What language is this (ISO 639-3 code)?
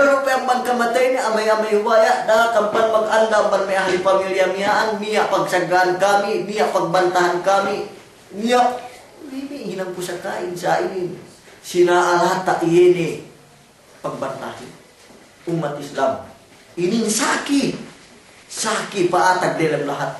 yka